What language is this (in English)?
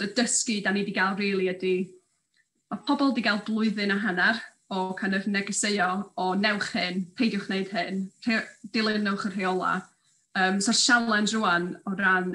Welsh